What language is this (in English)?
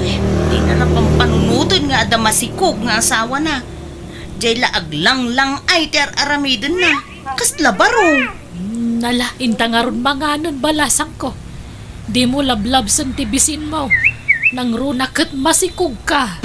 Iloko